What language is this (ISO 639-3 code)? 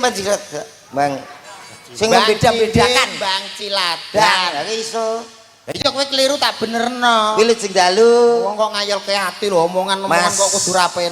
jav